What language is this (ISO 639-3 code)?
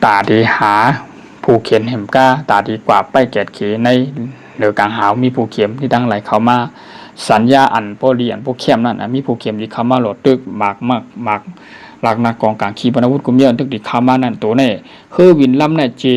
shn